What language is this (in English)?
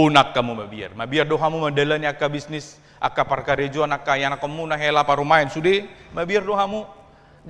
Batak Toba